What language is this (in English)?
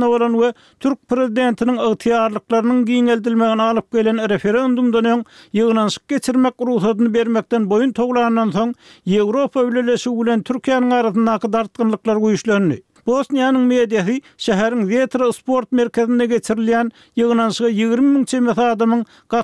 Turkmen